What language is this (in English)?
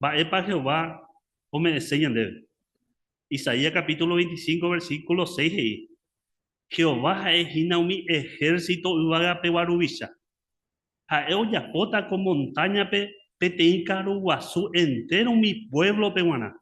Guarani